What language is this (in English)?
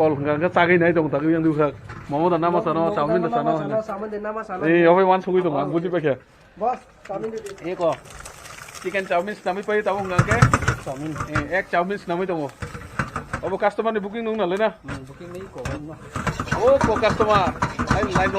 Kok Borok